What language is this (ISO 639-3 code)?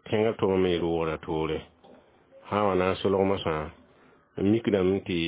mos